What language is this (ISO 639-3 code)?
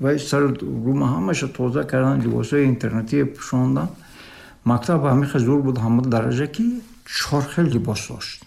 tgk